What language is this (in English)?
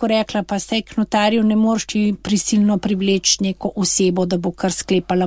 Slovenian